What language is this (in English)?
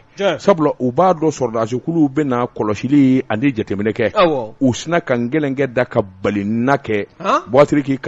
Bambara